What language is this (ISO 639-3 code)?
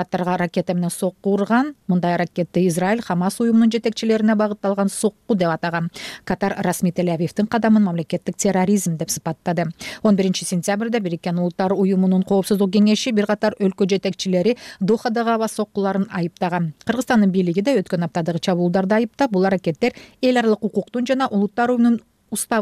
kir